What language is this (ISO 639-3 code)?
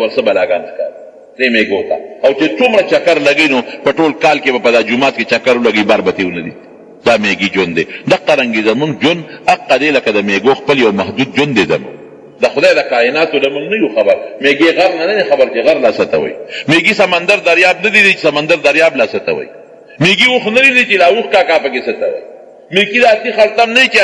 pus